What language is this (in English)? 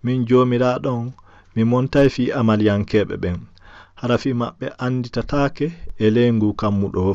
Fula